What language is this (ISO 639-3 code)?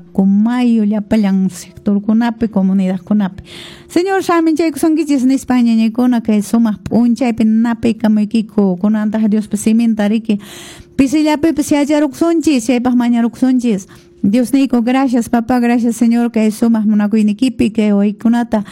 que